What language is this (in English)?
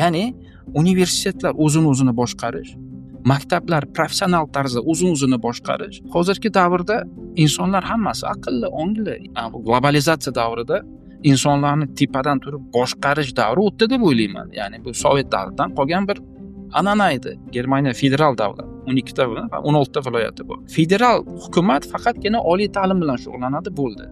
Uzbek